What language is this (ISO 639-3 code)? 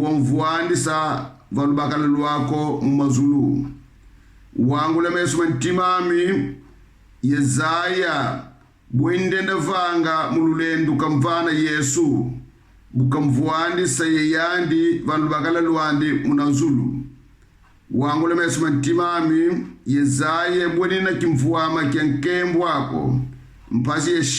kon